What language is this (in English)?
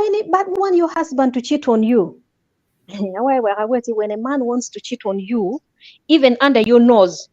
Acoli